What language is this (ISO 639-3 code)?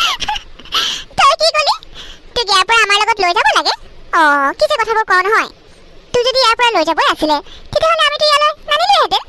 asm